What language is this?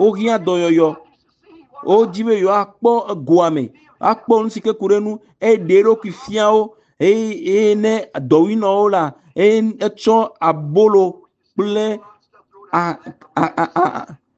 Ewe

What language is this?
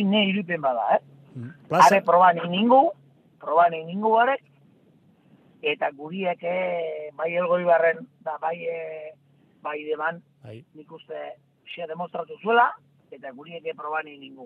Basque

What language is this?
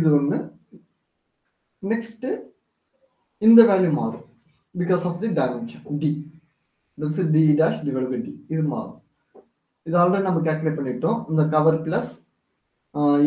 Tamil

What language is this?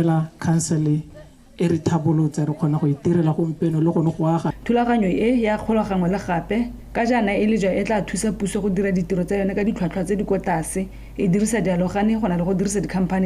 Tswana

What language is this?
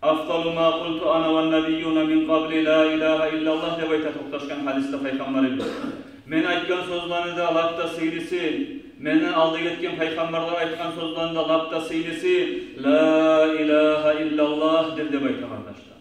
Kumyk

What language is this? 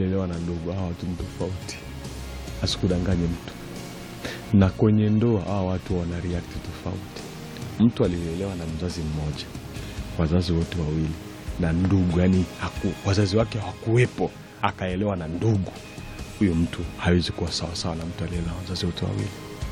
Swahili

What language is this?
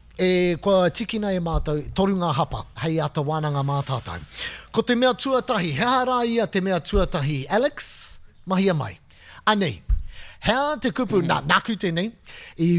Māori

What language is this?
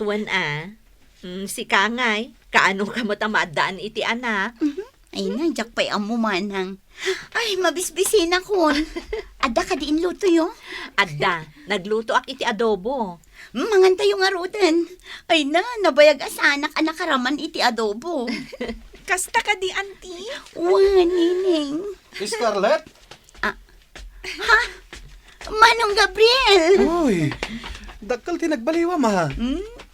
Iloko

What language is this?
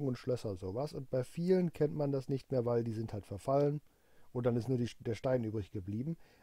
German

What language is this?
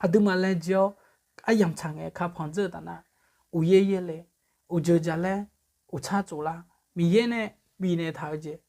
Akha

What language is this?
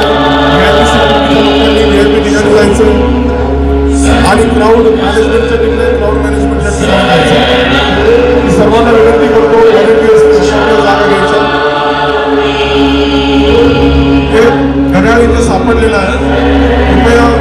Marathi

